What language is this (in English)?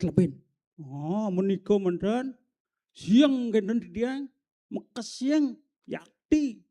Balinese